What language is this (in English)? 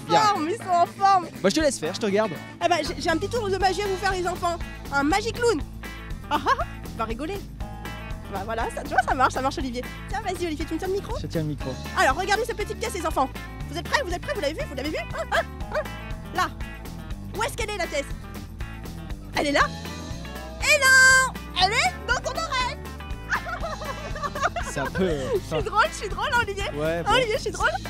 French